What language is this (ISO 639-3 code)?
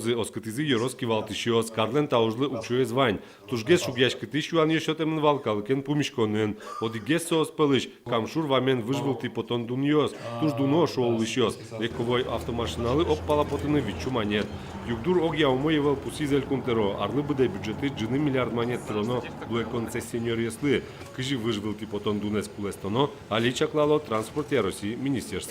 udm